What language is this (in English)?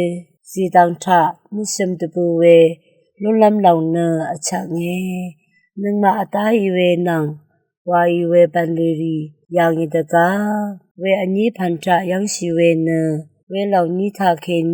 Rawang